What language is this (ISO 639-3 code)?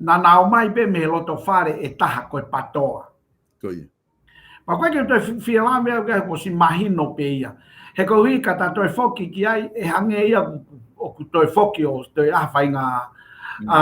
ton